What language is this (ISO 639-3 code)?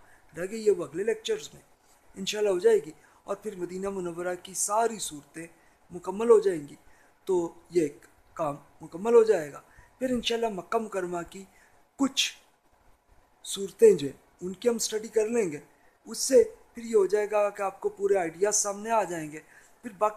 urd